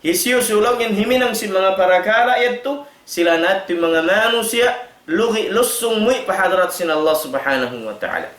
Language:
Tausug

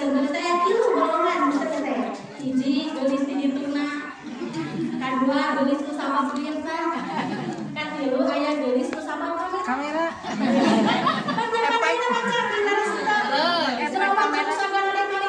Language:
Sundanese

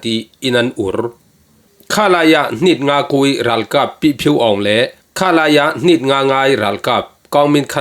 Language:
Falam Chin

